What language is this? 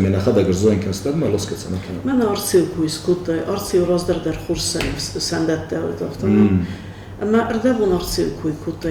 Ossetic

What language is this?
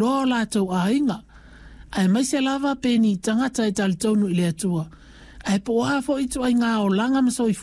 Samoan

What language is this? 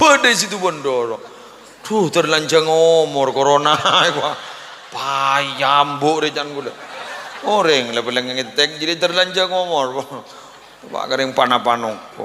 Madurese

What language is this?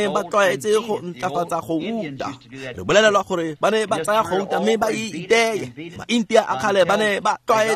Tswana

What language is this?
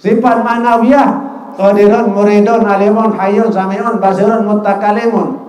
Sasak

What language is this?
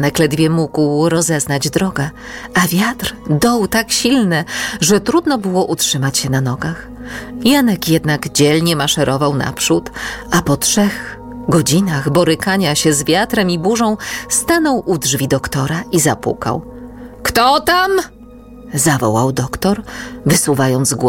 Polish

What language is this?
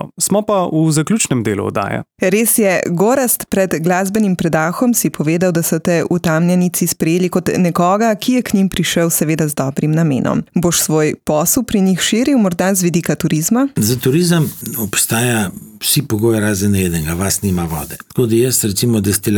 Slovenian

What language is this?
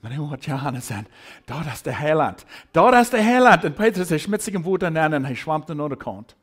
Plautdietsch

